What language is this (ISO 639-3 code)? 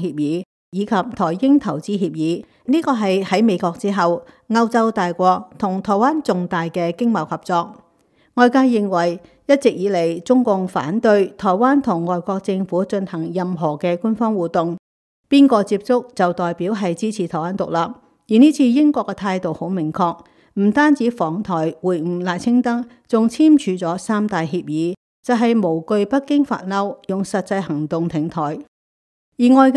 yue